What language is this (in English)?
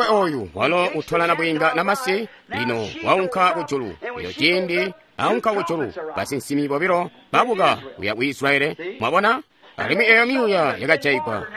Tonga (Zambia)